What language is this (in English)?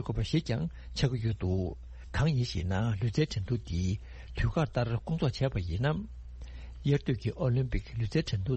Tibetan